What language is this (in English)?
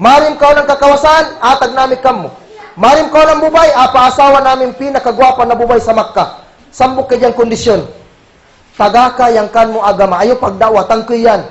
Kagan Kalagan